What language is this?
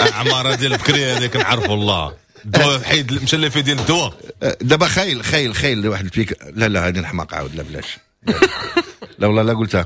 Moroccan Arabic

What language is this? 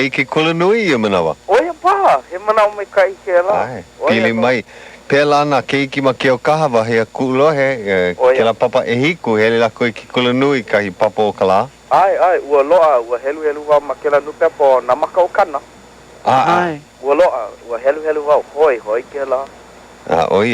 Hawaiian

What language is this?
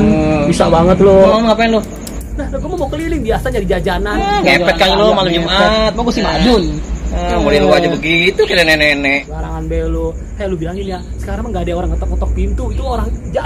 Betawi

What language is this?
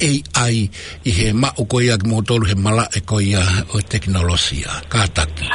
Tongan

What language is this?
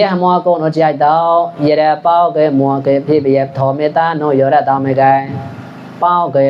Mon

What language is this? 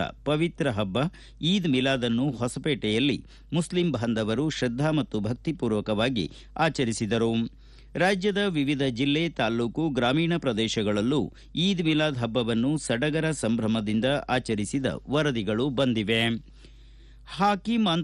Kannada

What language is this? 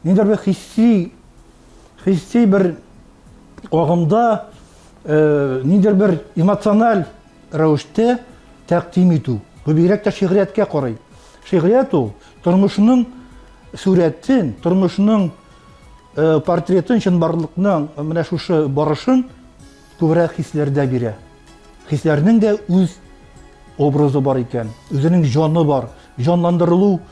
Tatar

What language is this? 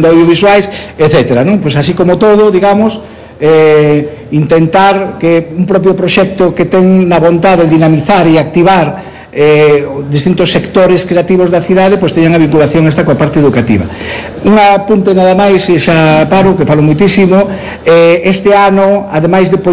Galician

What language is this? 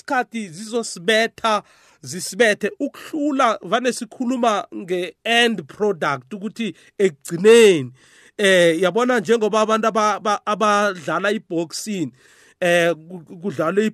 South Ndebele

